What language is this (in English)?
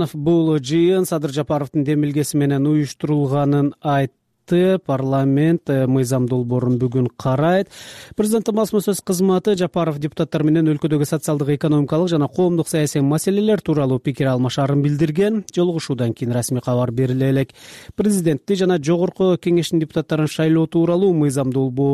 Kyrgyz